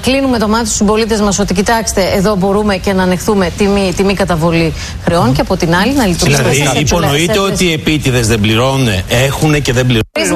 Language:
Greek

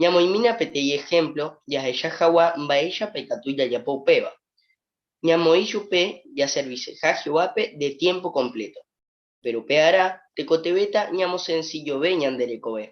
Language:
Guarani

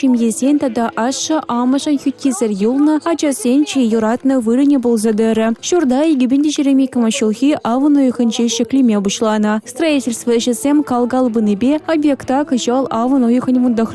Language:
Chuvash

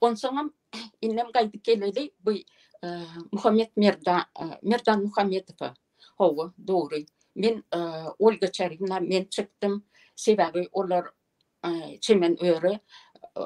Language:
Turkmen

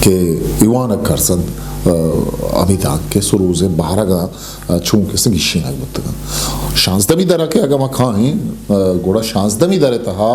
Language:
Eastern Balochi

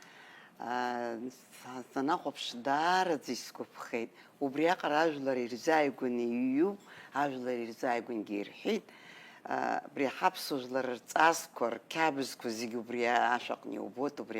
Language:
Abkhazian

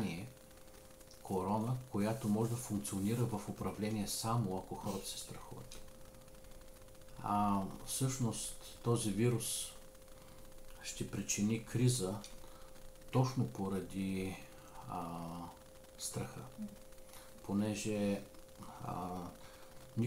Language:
Bulgarian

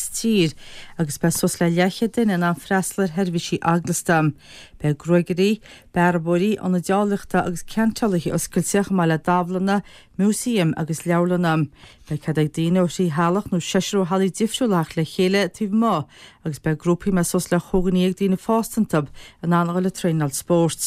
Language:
Irish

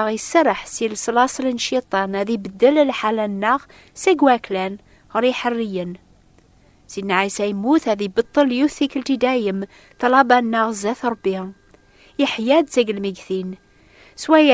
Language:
Kabyle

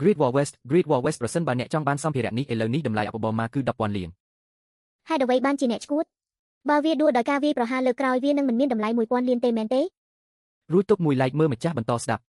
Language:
Khmer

